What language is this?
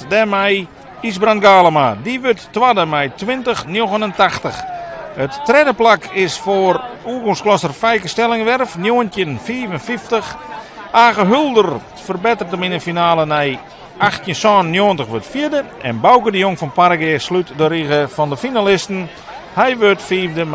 Western Frisian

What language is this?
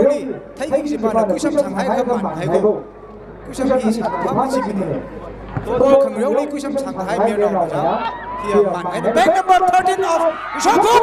Tangkhul Naga (India)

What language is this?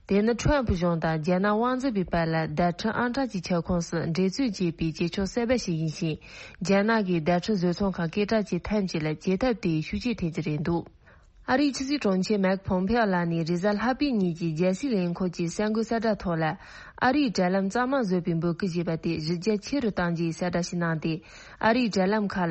Tibetan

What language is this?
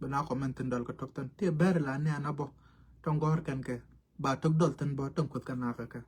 Nuer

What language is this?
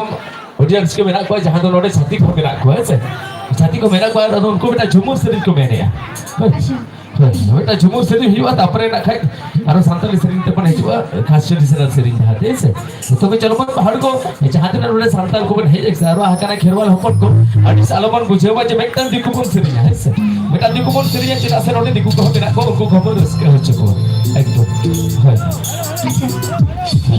Santali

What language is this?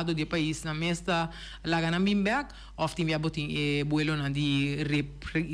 Papiamento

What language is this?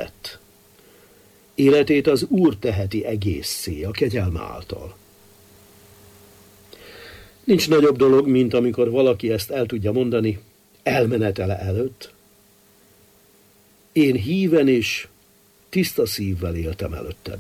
Hungarian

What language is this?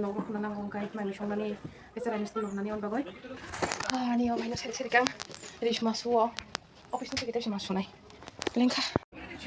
Kok Borok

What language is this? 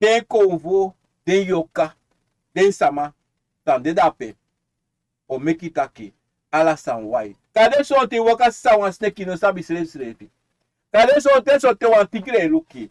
Sranan Tongo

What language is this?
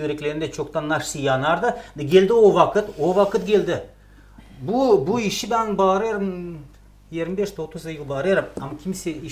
Gagauz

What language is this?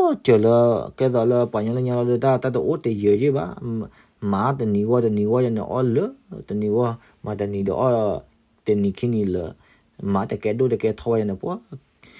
S'gaw Karen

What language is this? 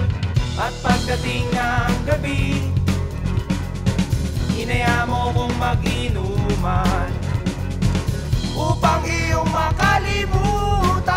Filipino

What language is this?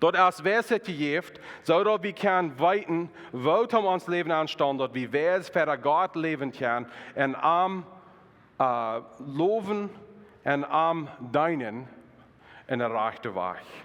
Plautdietsch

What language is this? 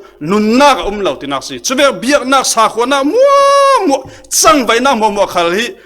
Falam Chin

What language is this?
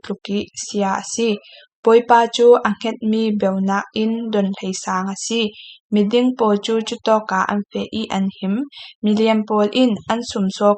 Falam Chin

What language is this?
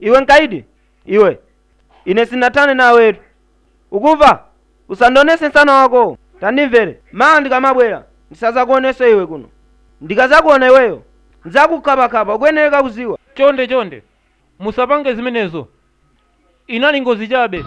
Nyanja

